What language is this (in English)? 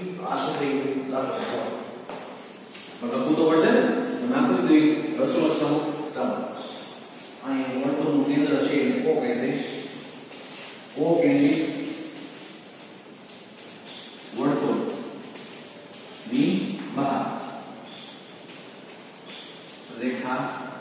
Gujarati